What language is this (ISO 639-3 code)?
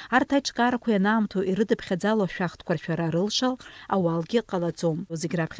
abk